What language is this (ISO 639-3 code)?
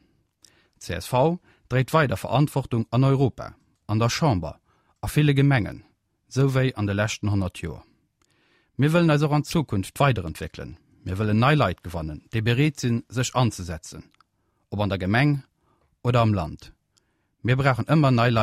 ltz